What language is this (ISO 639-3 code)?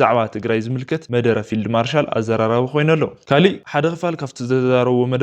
tir